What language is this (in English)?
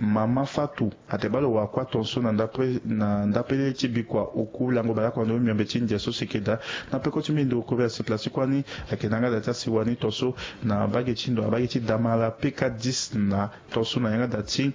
Sango